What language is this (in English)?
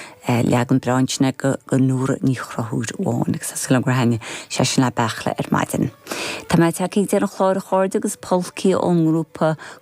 Irish